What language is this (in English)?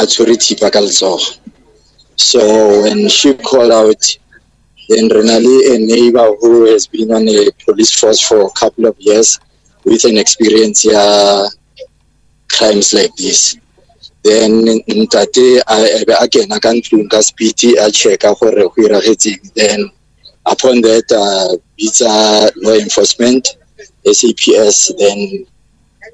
English